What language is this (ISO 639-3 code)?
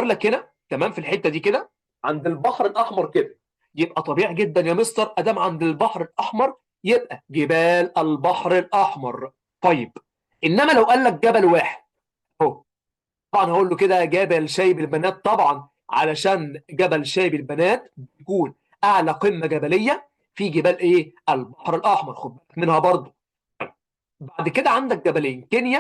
arz